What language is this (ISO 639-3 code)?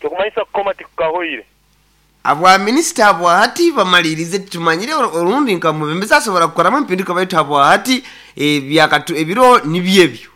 nyo